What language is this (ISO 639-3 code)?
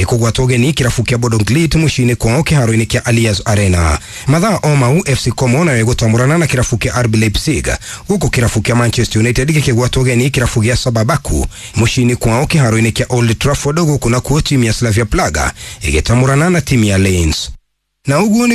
kik